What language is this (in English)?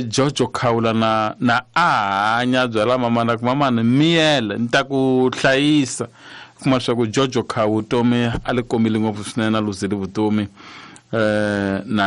Tsonga